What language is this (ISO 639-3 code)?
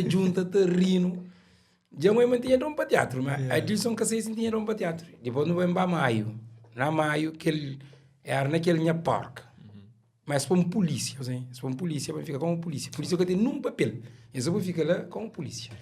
kea